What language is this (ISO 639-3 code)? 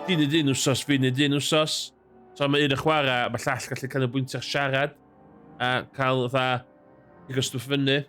cym